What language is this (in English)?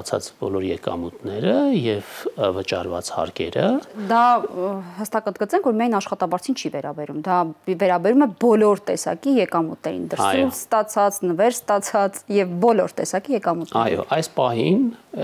Armenian